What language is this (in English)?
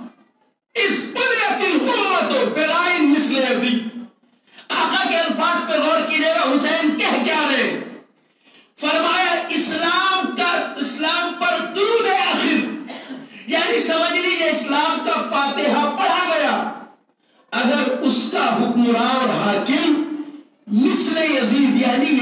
Urdu